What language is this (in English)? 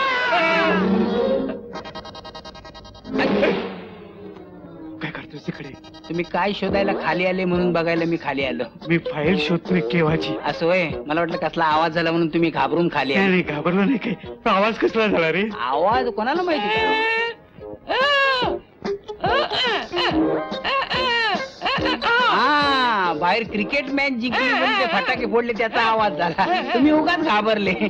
Marathi